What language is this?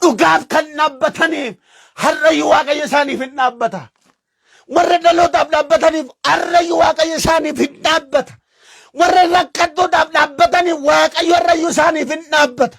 Oromo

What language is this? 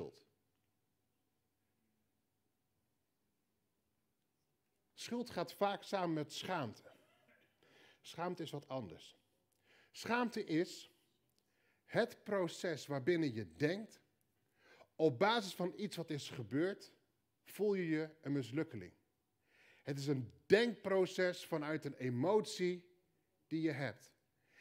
Dutch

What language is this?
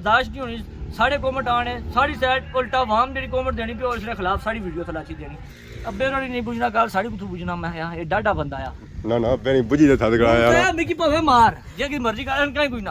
Pahari-Potwari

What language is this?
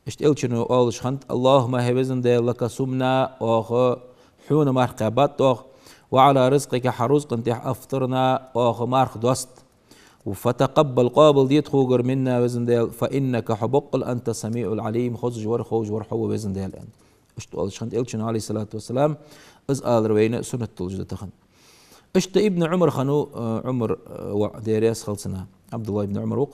Ingush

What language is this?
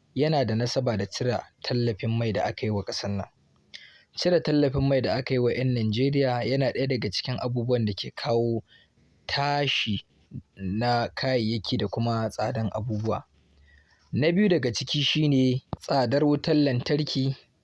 Hausa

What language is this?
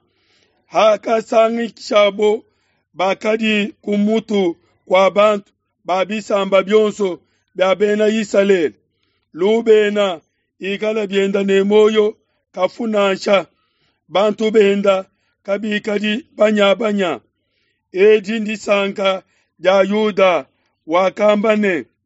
Luba-Lulua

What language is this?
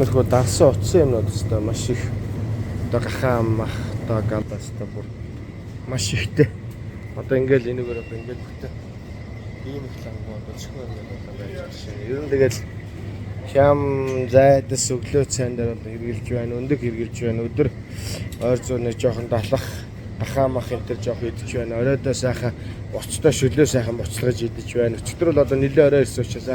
Mongolian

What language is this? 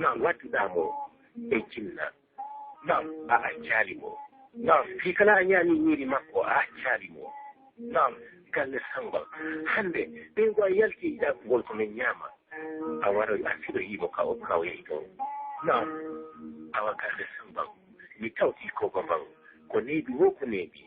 Fula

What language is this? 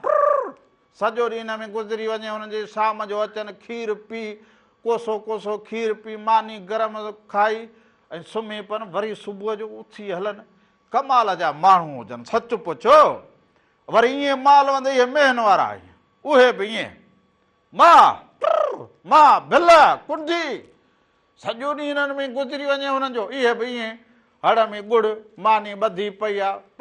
Sindhi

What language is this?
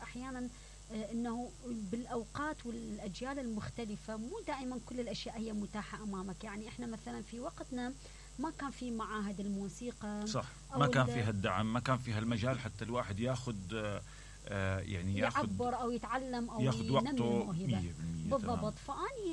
Mesopotamian Arabic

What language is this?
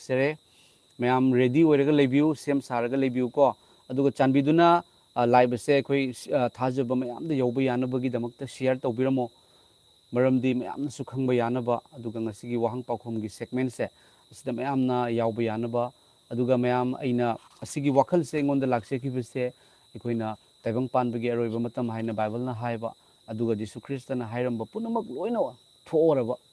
Manipuri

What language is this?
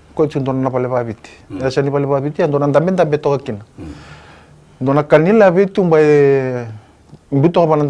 Fijian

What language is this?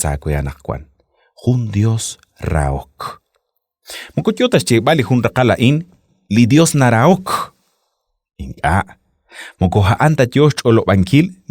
Kekchí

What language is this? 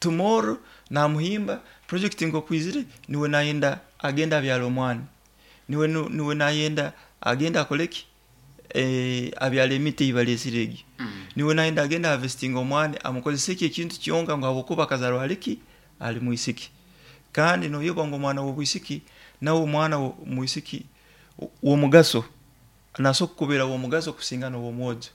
Nyoro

